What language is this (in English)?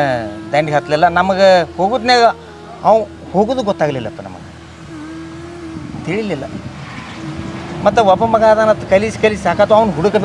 Kannada